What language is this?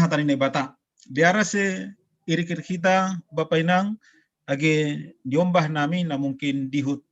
Batak Simalungun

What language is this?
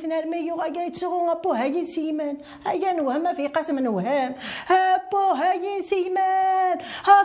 Kabyle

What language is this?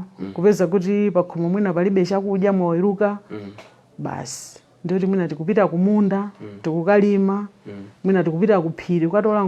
Nyanja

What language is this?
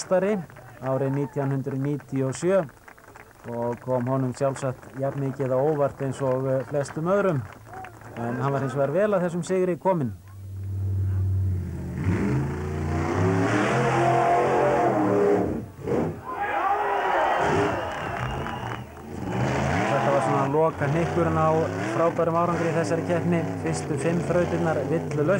Icelandic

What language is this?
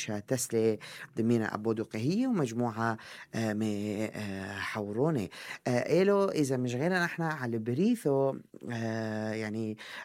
North Levantine Arabic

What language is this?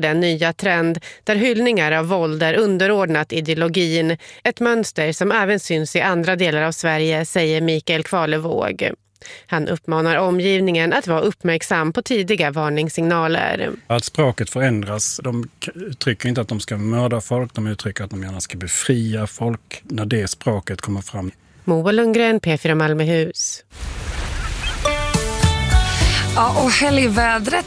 Swedish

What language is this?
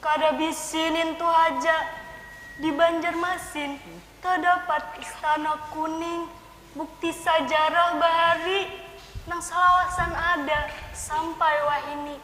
Banjar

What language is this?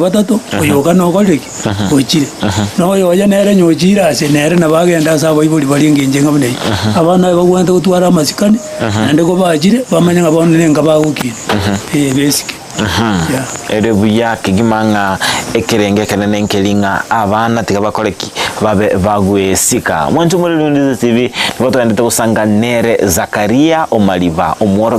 Gusii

